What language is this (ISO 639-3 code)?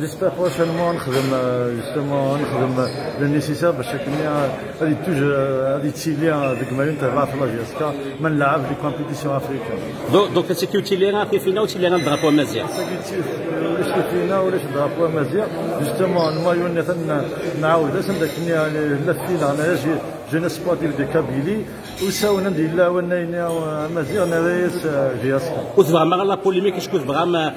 kab